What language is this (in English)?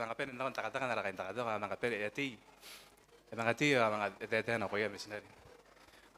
Gilbertese